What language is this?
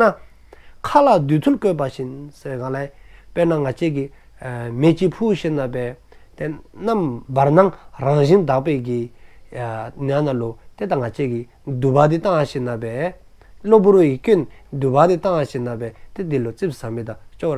Dzongkha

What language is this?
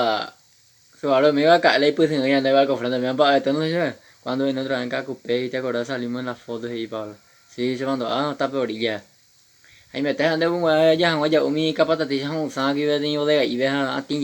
Guarani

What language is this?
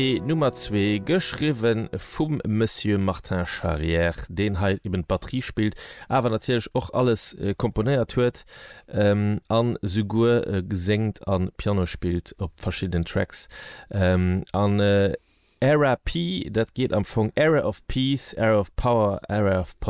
Luxembourgish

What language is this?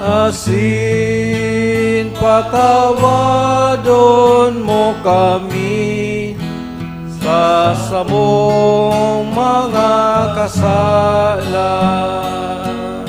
Bikol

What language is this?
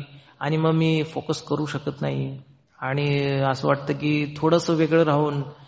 Marathi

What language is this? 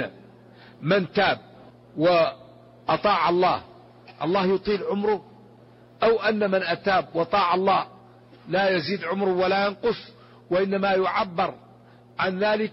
Arabic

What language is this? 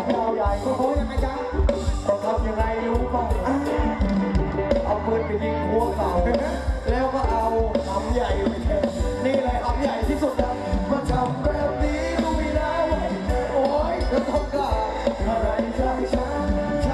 Thai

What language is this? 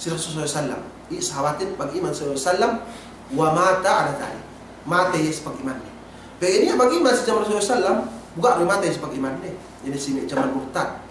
Yakan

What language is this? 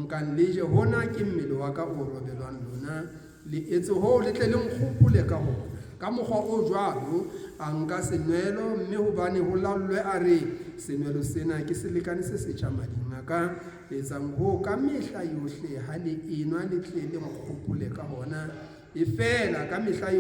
Southern Sotho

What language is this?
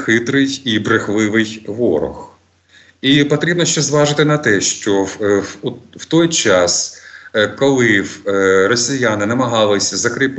Ukrainian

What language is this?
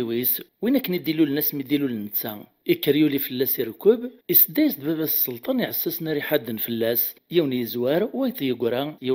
Kabyle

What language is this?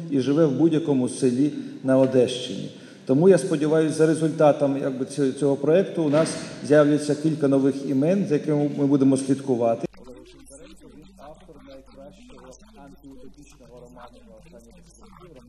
Ukrainian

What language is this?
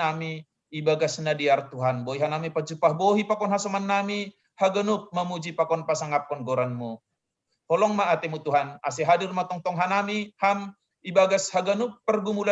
Batak Simalungun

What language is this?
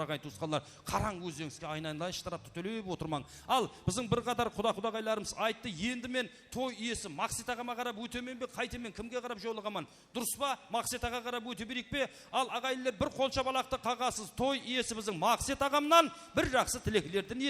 Kara-Kalpak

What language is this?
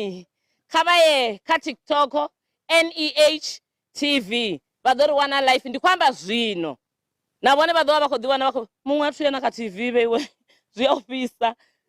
Venda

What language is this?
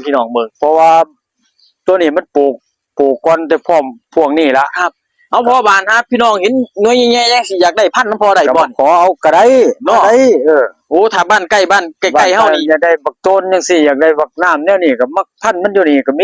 Northeastern Thai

